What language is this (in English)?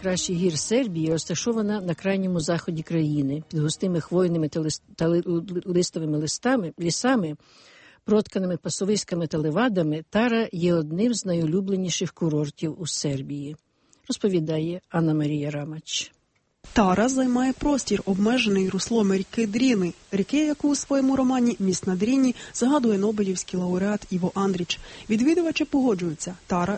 Ukrainian